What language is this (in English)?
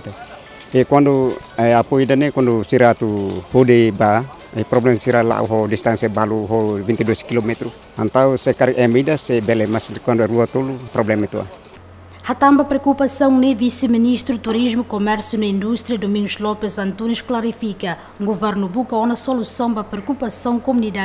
Tetum